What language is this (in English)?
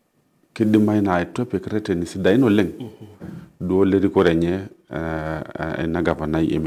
Masai